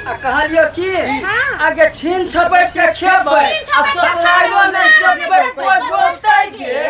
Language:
Maithili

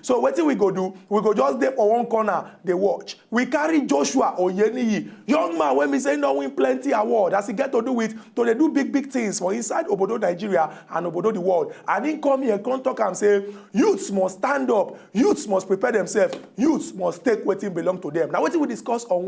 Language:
Nigerian Pidgin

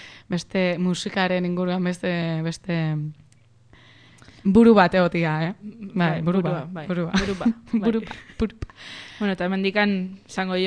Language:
Basque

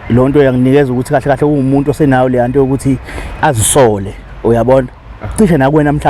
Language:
Zulu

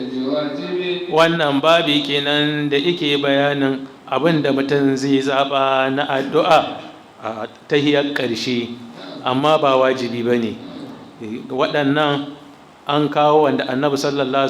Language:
Hausa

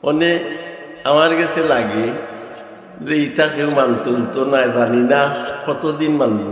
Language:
Sylheti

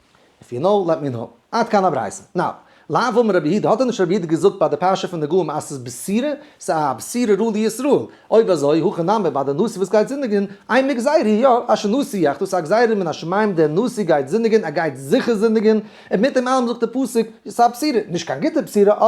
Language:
Yiddish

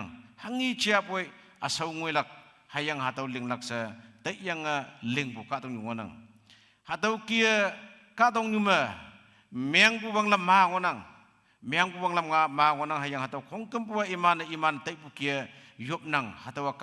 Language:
Konyak Naga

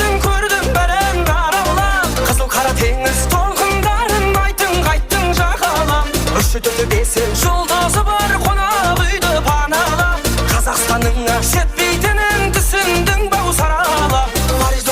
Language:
Kara-Kalpak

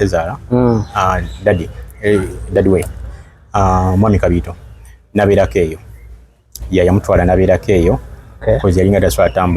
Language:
Ganda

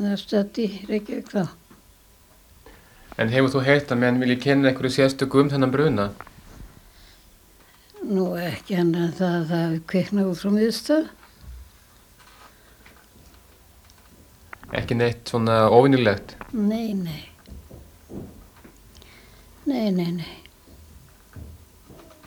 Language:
Icelandic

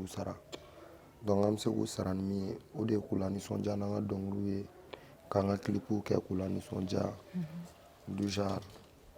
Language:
Bambara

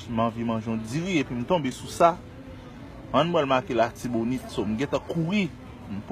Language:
Haitian Creole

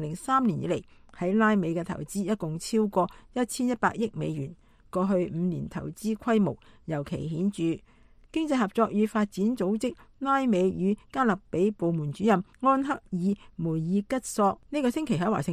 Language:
Cantonese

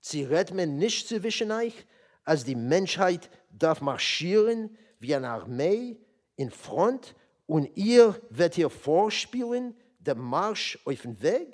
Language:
Yiddish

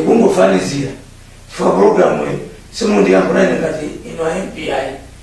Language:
Nyanja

